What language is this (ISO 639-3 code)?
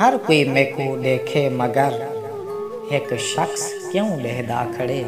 skr